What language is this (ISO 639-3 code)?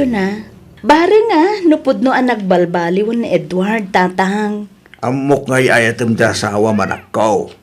ilo